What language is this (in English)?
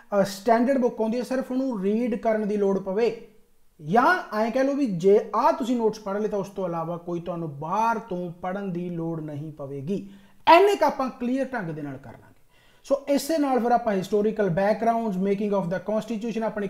Punjabi